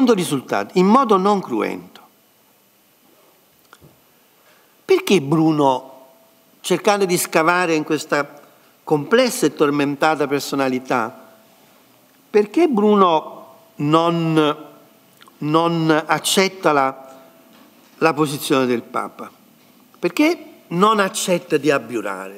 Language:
Italian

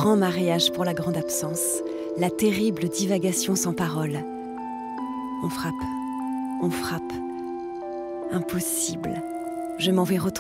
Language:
French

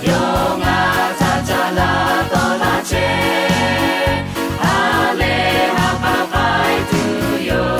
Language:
Lahu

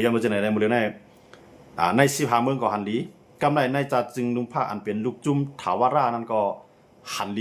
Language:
Shan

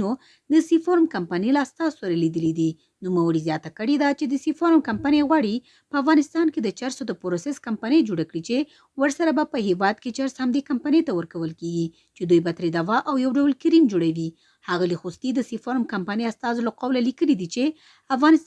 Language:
Pashto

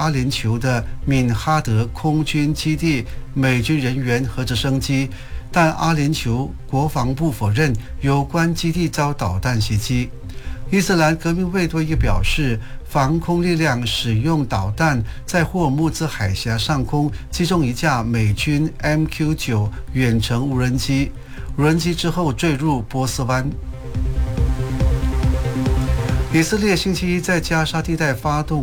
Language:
Chinese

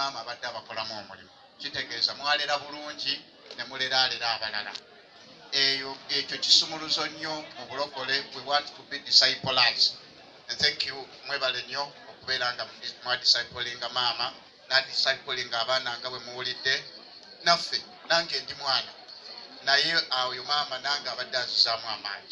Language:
Ganda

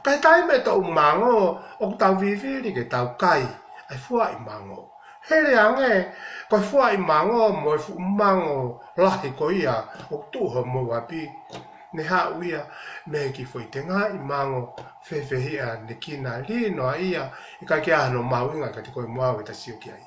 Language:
Tongan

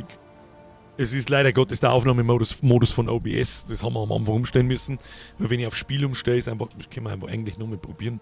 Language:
Bavarian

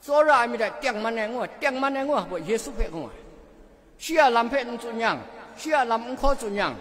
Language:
Kachin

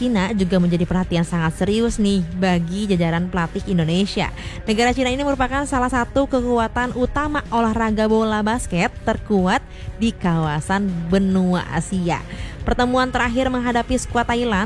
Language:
Indonesian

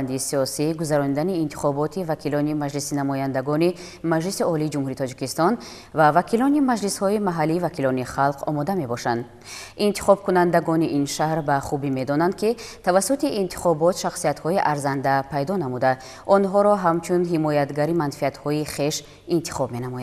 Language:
Tajik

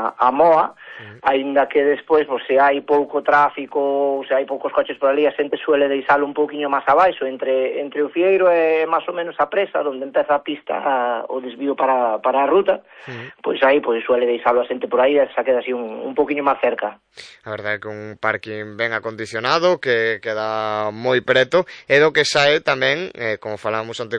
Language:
Galician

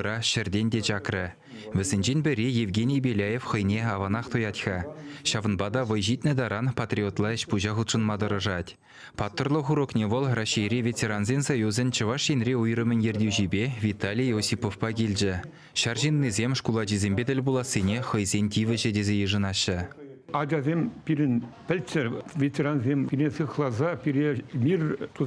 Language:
Chuvash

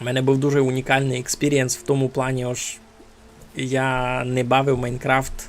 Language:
Rusyn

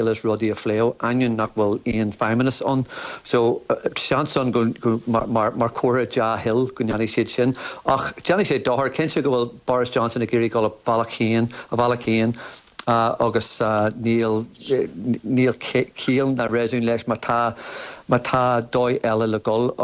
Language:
Irish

